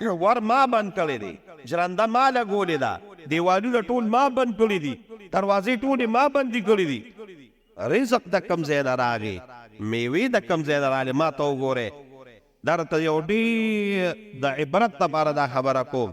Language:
Pashto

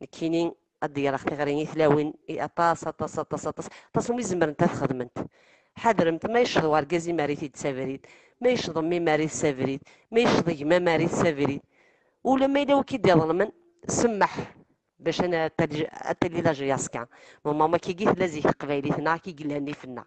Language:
Kabyle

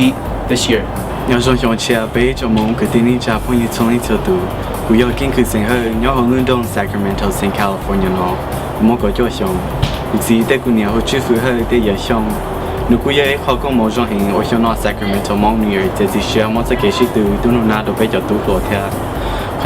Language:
Hmong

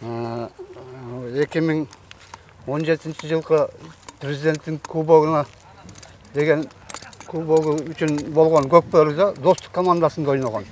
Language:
Kyrgyz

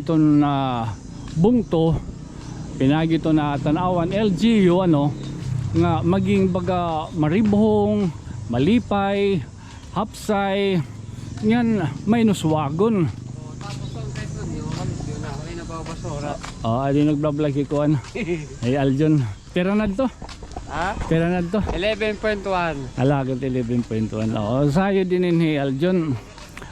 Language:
Waray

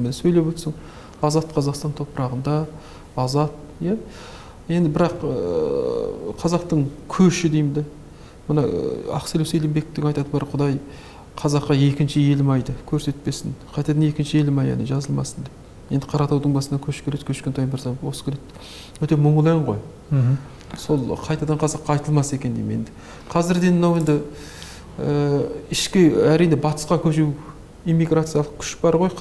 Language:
Kazakh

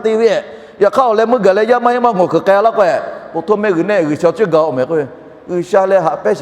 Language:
Lahu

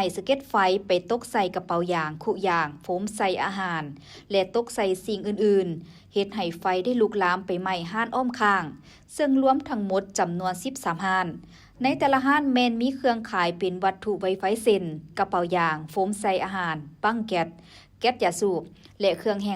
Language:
Lao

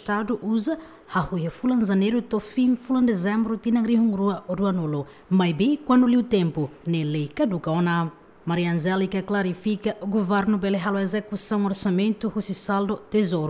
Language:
Tetum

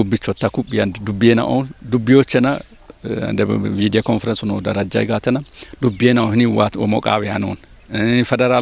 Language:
Kafa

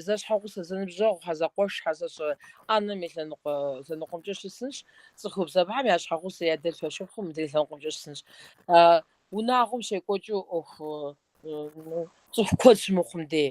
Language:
Kabardian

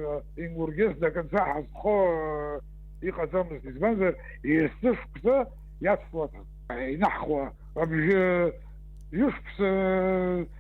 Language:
Abkhazian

